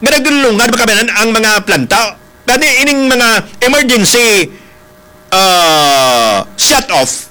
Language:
Hiligaynon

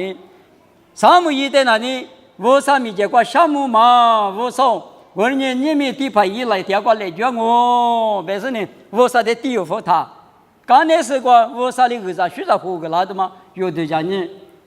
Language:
Lisu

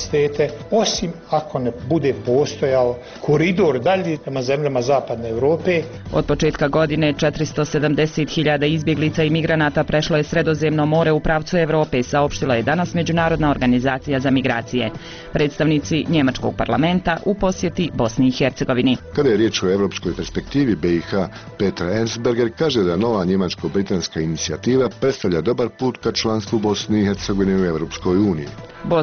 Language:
Bosnian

